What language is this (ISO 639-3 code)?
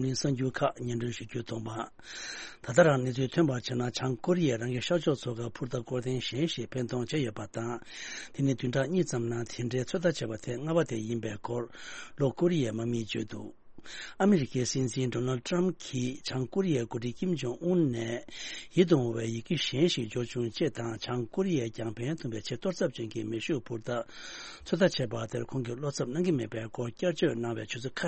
bod